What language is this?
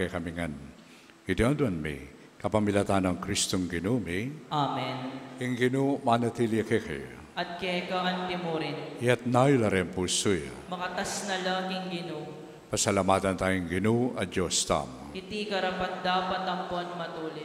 Pampanga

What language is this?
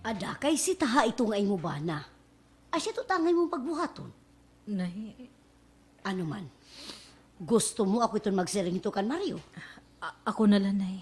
Waray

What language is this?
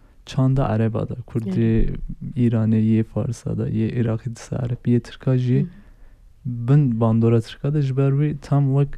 Kurdish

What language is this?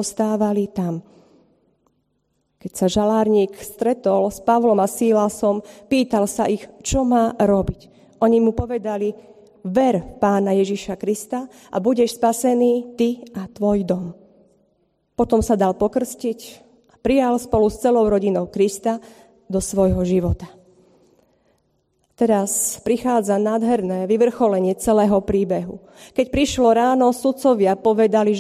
Slovak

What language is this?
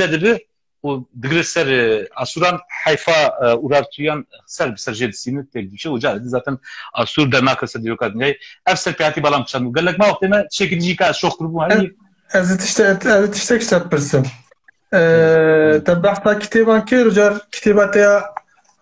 Kurdish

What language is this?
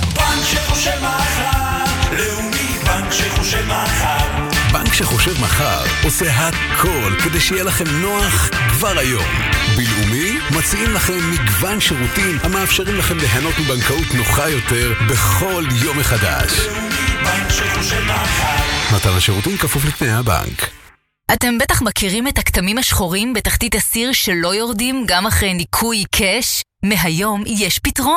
Hebrew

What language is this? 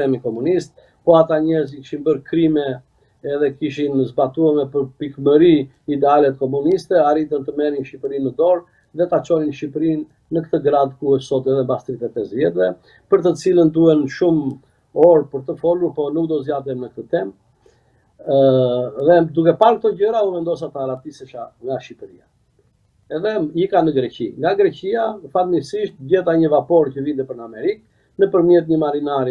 Albanian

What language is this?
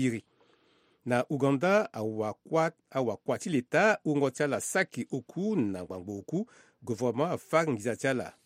Sango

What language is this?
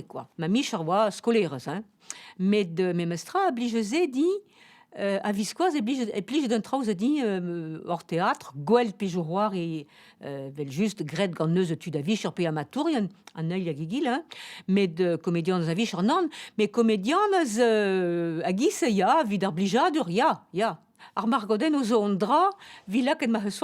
Breton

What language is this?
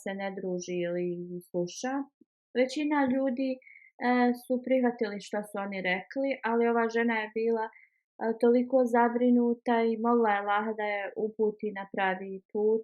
Bosnian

